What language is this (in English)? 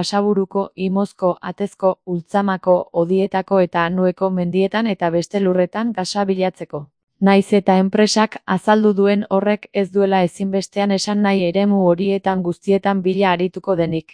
Basque